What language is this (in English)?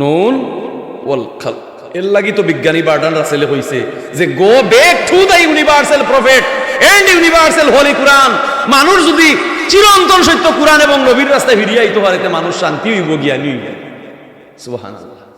Sylheti